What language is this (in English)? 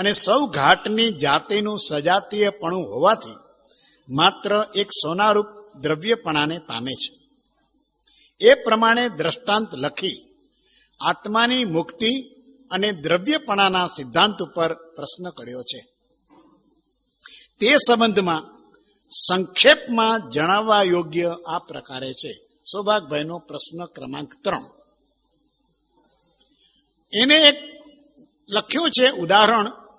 Gujarati